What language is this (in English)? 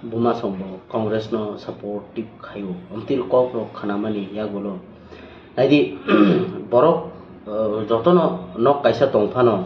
Kok Borok